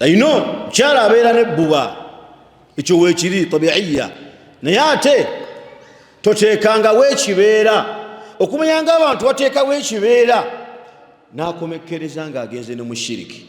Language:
Ganda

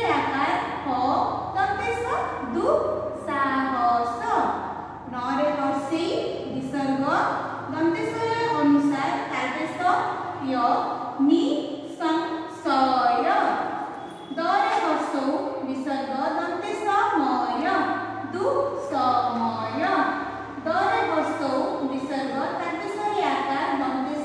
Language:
Odia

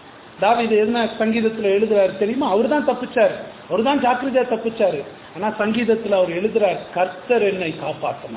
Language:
Tamil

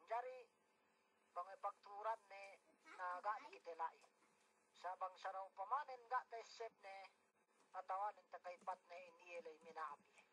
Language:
Yakan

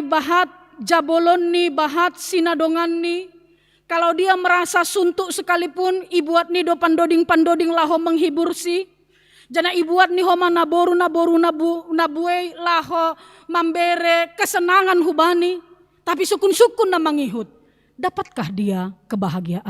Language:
Batak Simalungun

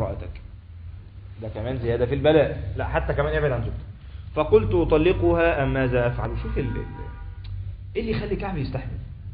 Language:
Egyptian Arabic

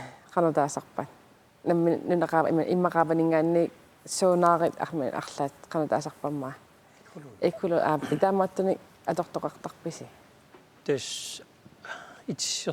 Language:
Kalaallisut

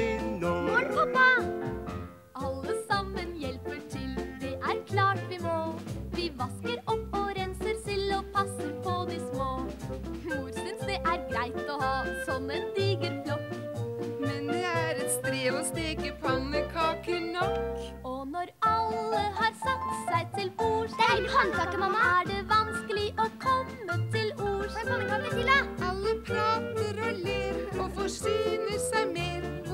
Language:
Norwegian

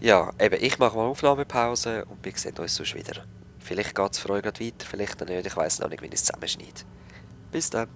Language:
Swiss German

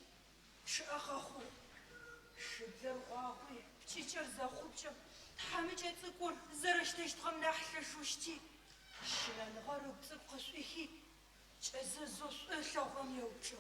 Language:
Adyghe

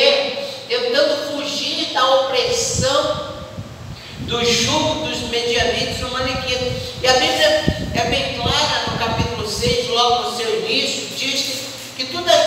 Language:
Portuguese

